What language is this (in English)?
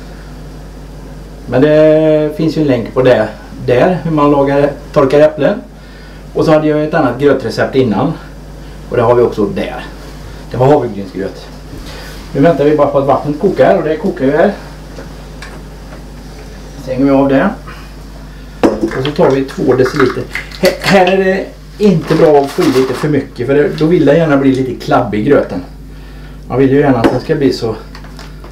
Swedish